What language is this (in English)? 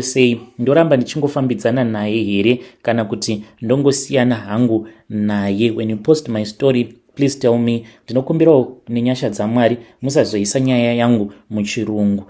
Shona